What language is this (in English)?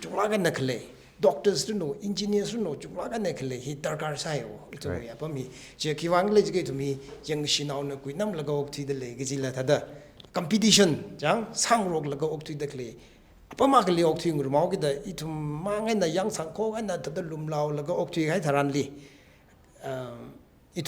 Tangkhul Naga (India)